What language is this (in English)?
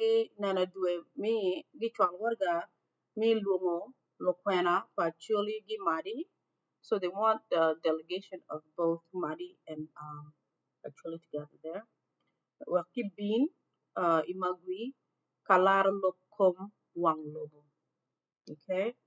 Acoli